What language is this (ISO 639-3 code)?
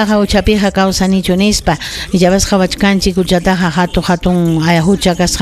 quy